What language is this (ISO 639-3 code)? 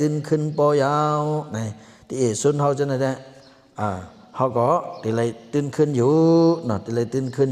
shn